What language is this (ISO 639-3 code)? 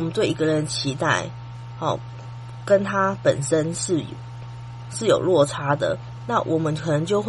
zho